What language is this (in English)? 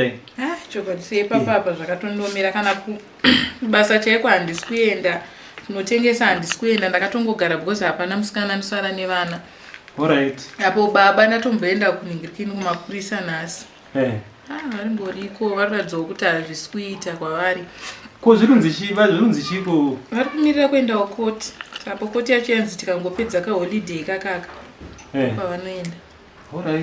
Shona